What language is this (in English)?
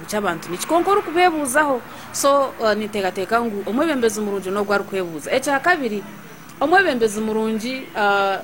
Nyankole